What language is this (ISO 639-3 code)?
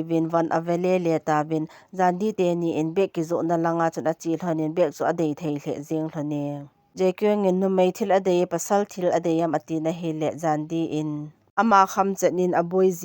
tcz